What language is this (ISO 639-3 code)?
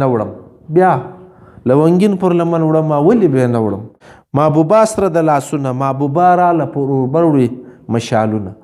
pus